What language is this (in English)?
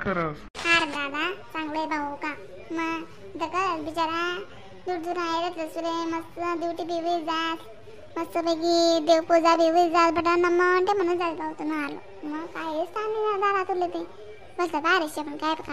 Khandesi